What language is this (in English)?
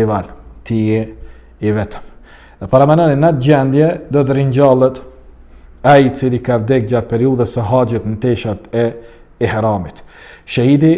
Albanian